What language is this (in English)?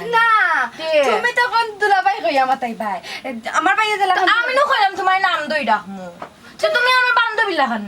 Sylheti